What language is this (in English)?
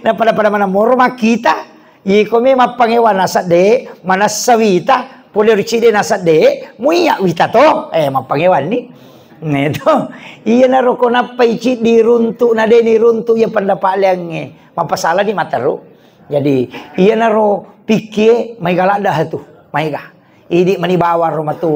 Buginese